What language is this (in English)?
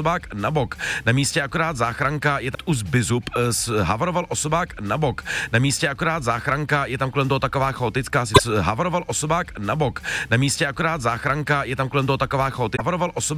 Czech